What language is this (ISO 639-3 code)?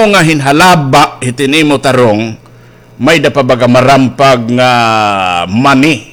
war